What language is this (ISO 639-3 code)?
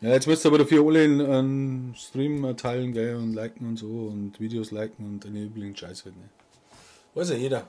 bar